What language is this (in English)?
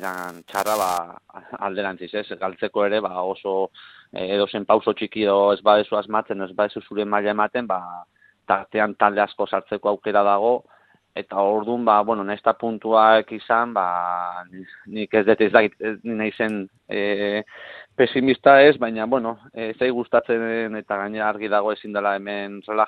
Basque